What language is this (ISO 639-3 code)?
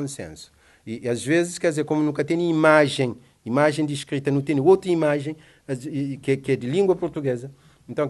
kea